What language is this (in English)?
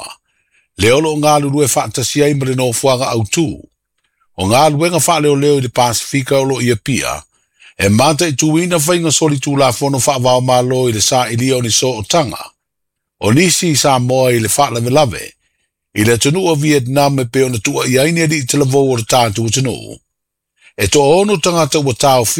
Samoan